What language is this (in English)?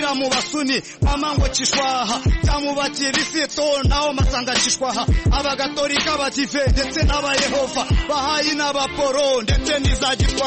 Kinyarwanda